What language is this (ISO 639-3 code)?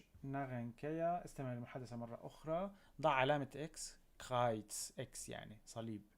apc